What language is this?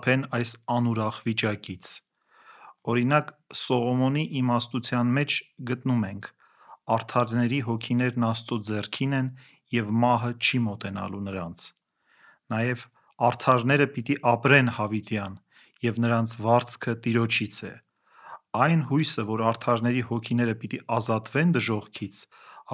Armenian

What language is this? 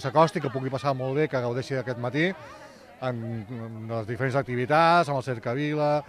Catalan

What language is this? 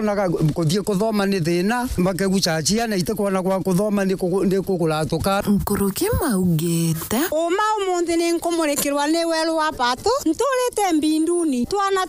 Meru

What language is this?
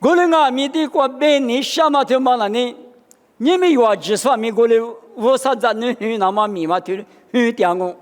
Lisu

